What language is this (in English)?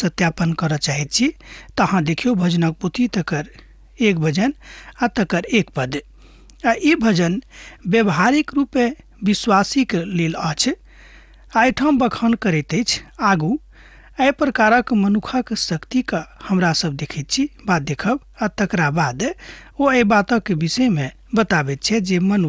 Maithili